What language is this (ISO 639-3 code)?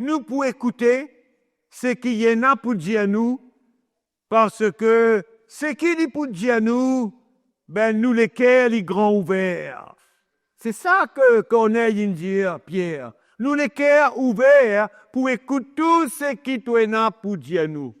mfe